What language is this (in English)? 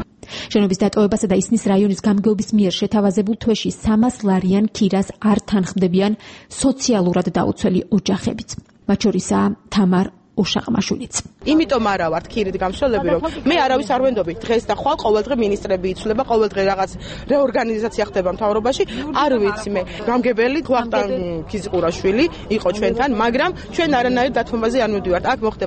Georgian